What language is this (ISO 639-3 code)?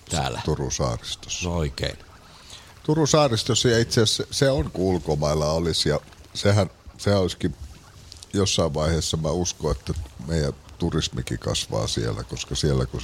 fin